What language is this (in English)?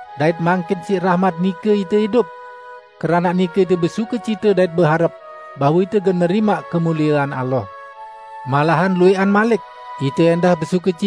Sasak